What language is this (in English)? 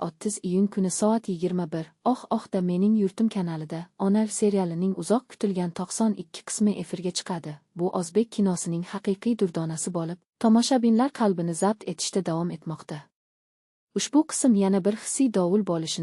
Uzbek